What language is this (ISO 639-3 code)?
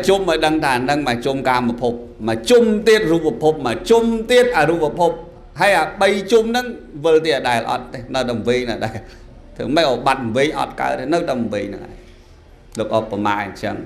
khm